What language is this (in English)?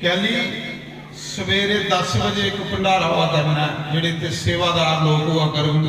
Dogri